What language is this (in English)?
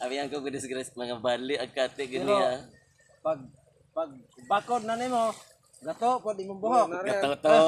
Cebuano